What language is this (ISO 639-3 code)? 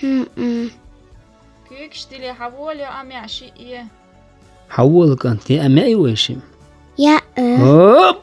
che